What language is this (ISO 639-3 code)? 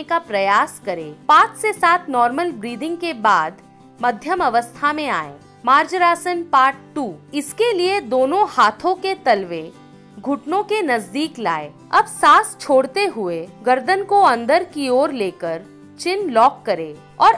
hin